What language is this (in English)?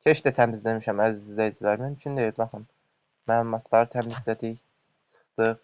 Azerbaijani